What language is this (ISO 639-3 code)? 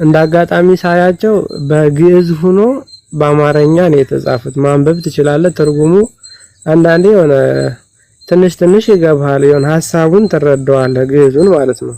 amh